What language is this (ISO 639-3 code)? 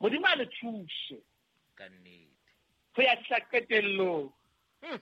sot